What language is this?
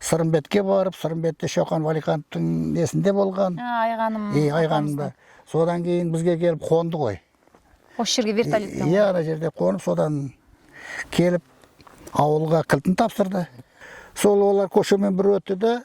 Kazakh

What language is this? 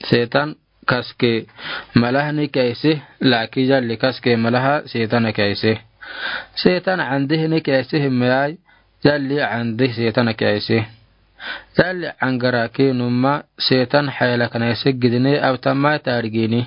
Afar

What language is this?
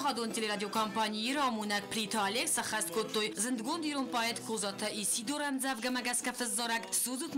Ossetic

